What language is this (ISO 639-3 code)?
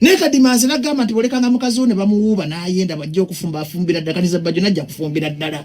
lug